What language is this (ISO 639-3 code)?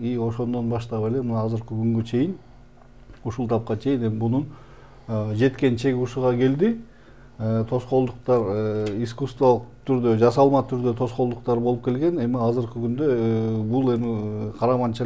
kir